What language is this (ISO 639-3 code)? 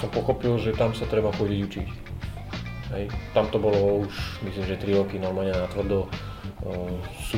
slk